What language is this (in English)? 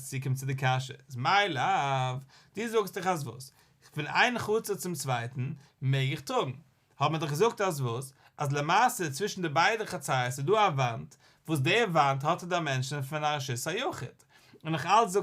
Yiddish